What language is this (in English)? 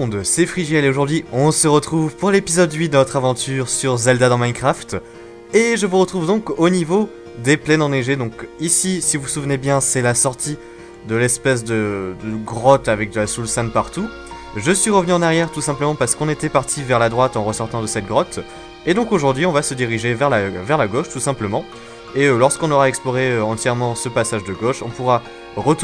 French